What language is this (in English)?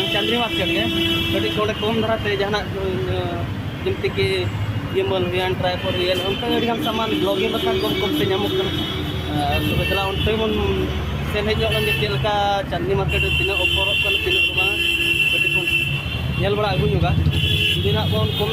Santali